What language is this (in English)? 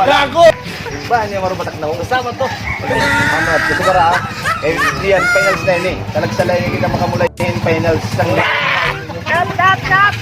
Waray